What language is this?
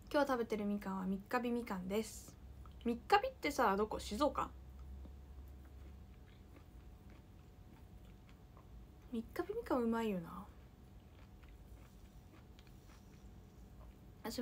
Japanese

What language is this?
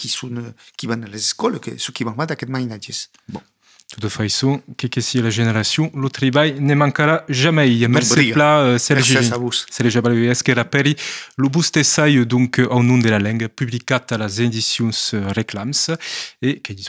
Occitan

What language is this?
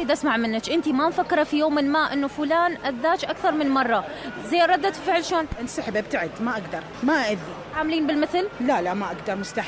Mesopotamian Arabic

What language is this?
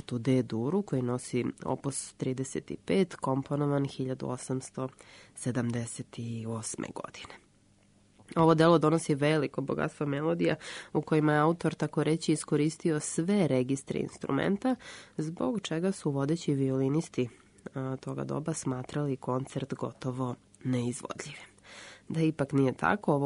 Serbian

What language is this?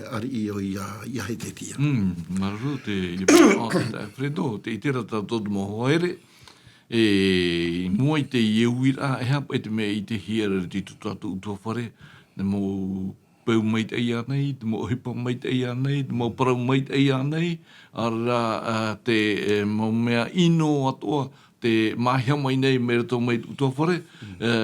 Tahitian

